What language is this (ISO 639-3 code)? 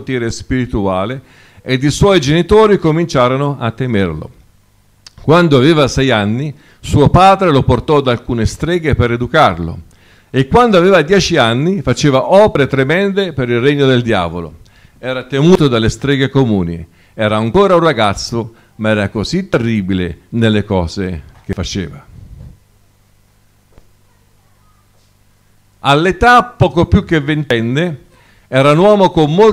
ita